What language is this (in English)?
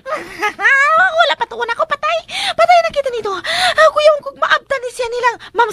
Cebuano